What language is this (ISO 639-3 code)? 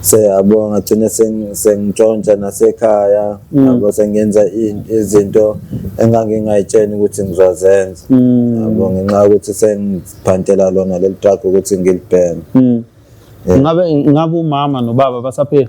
zul